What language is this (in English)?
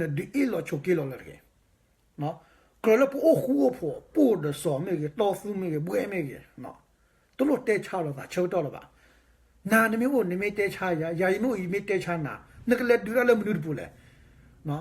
S'gaw Karen